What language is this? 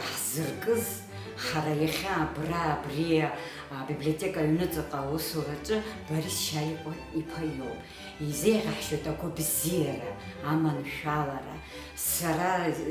Abkhazian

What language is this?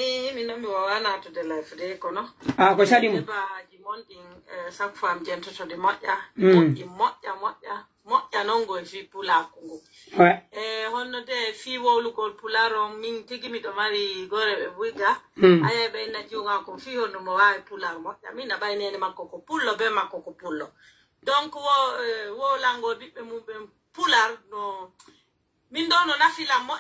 Pular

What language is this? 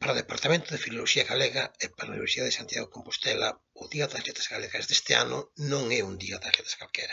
Galician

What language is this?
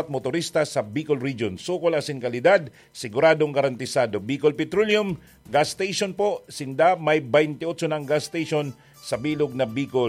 Bikol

